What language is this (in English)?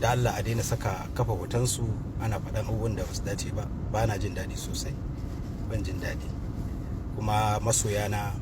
Hausa